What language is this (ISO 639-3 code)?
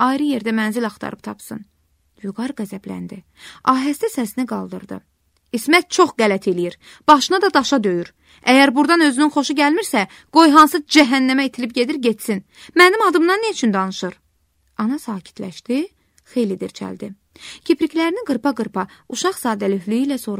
aze